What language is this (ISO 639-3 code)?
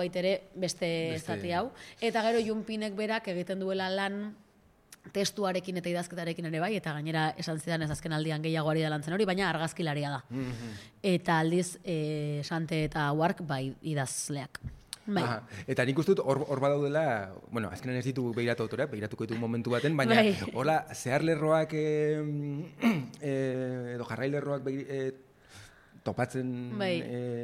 eus